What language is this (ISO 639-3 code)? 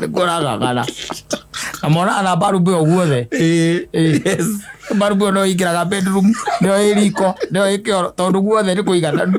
kik